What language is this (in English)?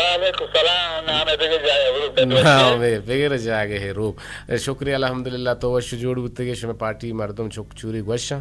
Eastern Balochi